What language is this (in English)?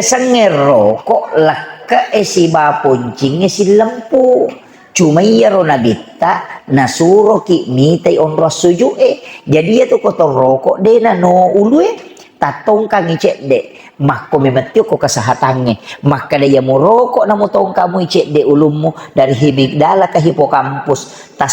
Buginese